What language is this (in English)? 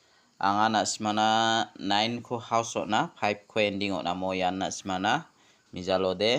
Garo